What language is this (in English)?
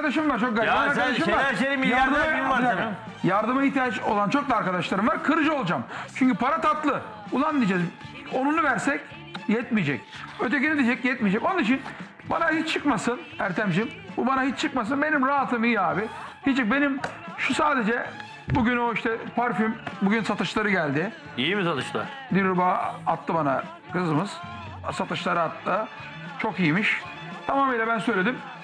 Turkish